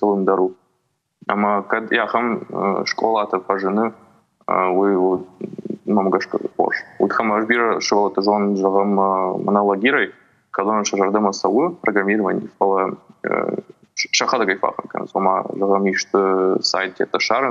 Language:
Ossetic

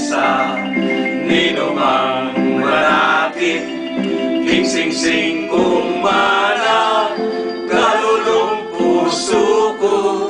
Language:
Pampanga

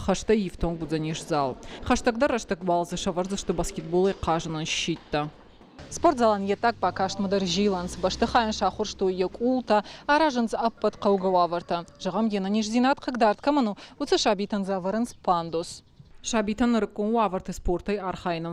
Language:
Ossetic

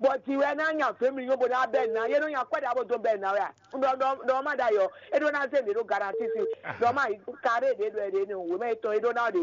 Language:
Fon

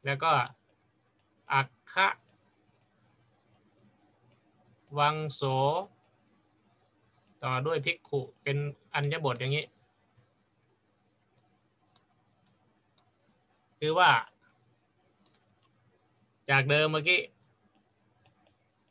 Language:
Thai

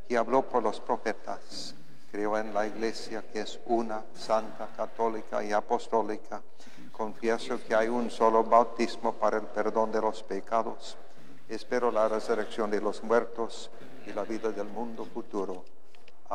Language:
Spanish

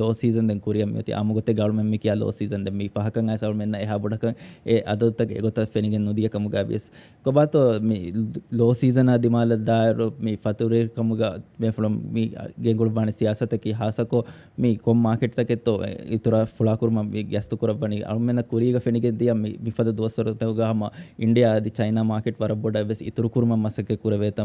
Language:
Divehi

